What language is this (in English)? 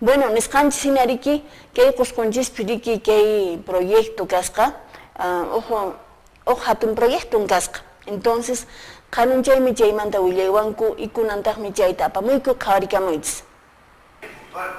Quechua